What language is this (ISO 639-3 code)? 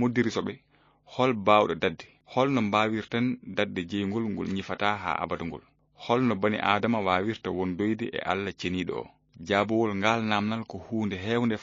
ful